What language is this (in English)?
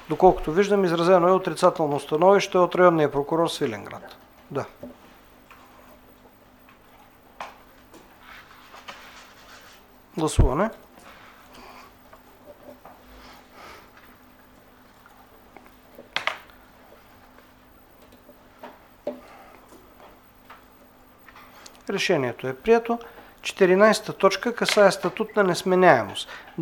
Bulgarian